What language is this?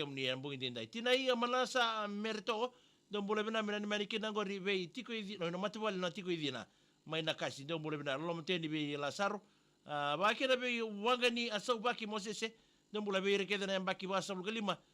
Fijian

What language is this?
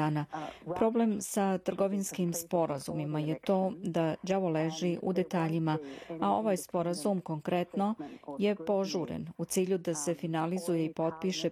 Serbian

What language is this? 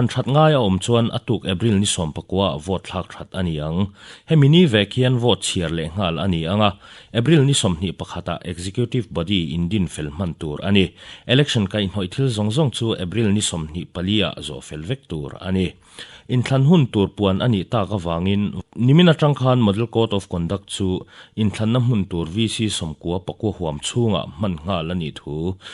Mizo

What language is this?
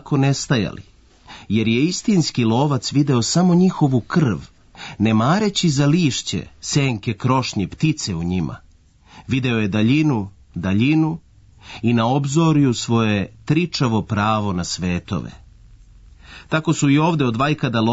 Serbian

